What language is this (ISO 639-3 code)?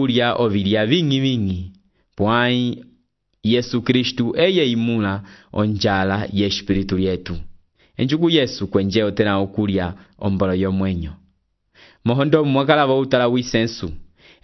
umb